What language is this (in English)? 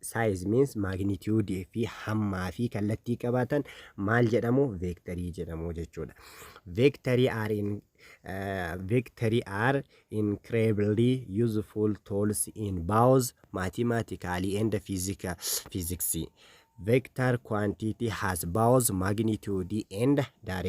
Oromo